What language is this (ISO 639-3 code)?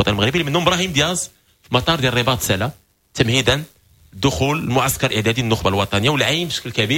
ary